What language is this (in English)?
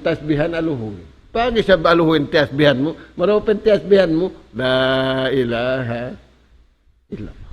Tausug